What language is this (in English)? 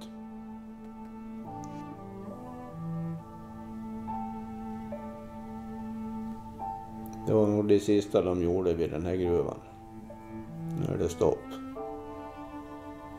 Swedish